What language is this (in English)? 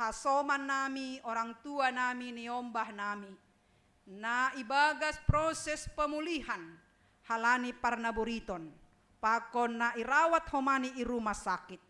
Batak Simalungun